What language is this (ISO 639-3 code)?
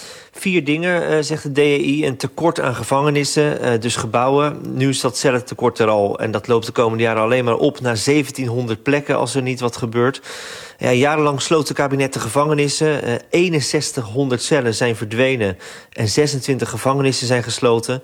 nld